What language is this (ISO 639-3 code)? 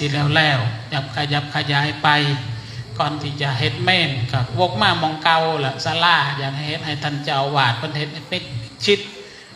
tts